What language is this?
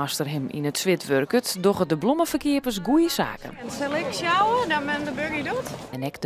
Western Frisian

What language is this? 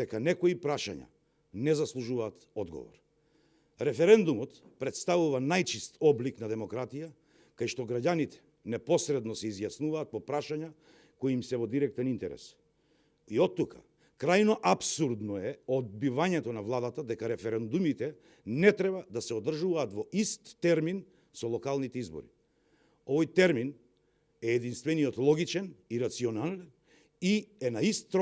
Macedonian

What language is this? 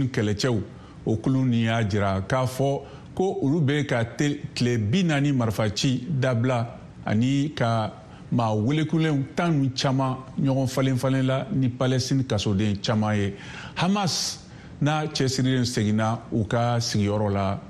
Bambara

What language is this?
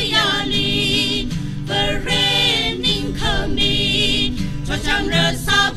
Tangkhul Naga (India)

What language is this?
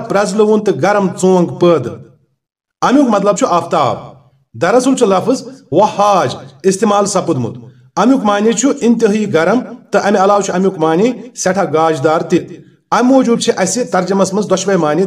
Kashmiri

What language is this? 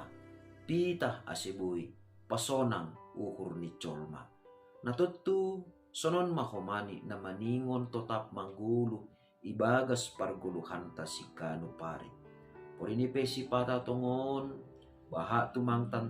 Batak Simalungun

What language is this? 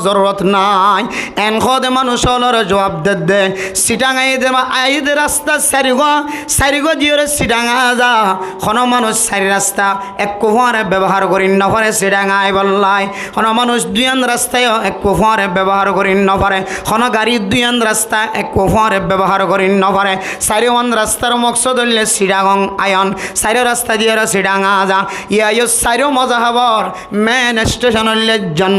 Rohingya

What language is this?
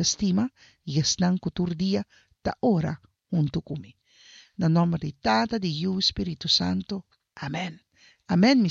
Papiamento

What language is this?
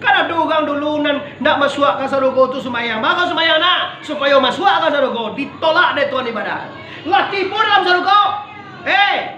Minangkabau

